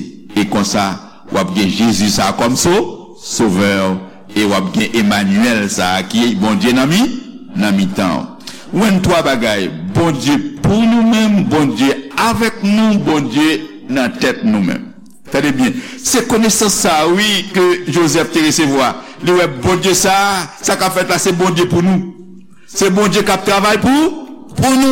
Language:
Haitian Creole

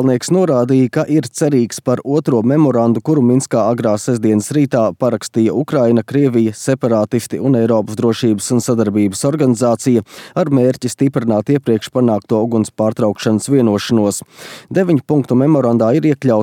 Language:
Latvian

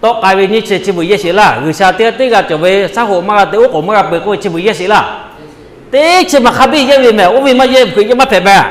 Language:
Lahu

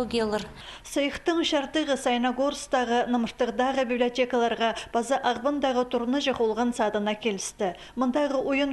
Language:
Khakas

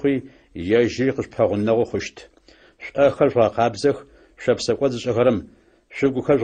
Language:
Adyghe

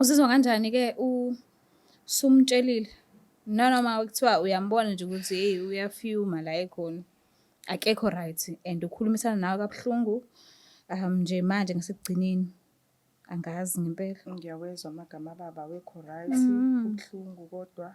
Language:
Zulu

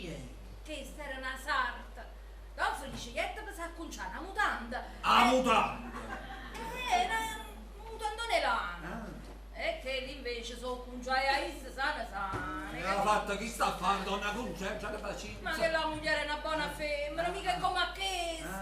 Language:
Neapolitan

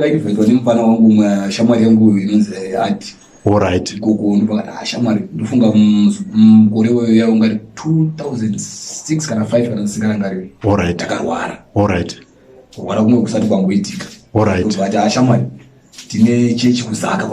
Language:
Shona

